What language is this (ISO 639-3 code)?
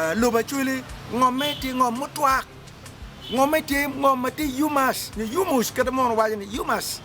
ach